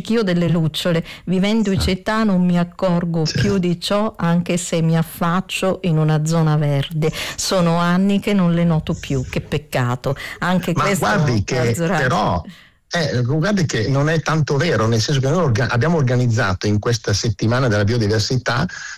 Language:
Italian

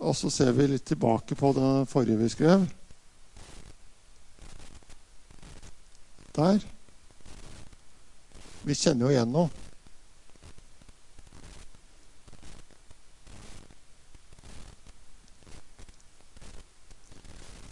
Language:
Norwegian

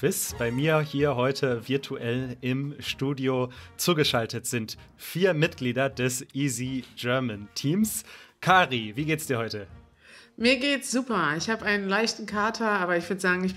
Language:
German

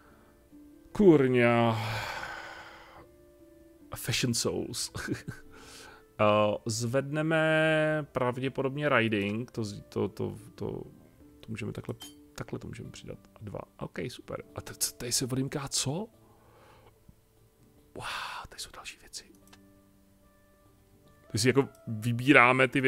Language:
Czech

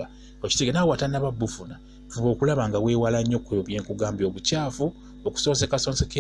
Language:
Ganda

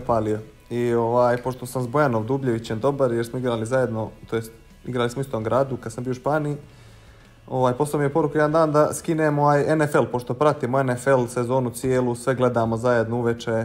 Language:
Bosnian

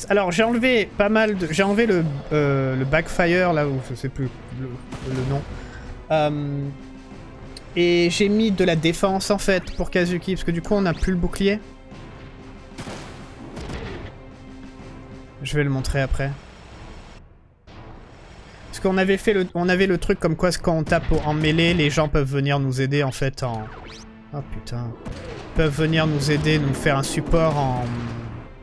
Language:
French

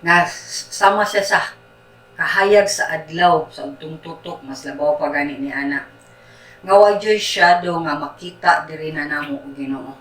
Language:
Cebuano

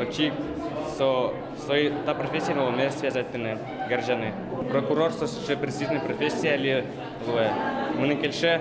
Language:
Udmurt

